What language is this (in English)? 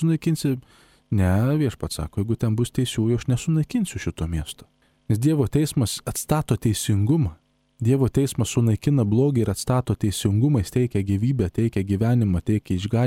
Lithuanian